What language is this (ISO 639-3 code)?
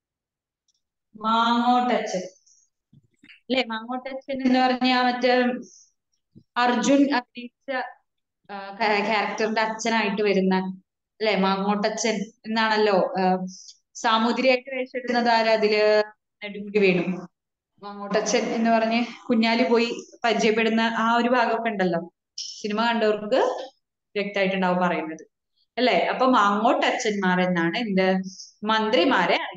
mal